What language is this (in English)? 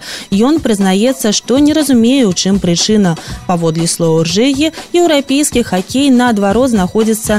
Belarusian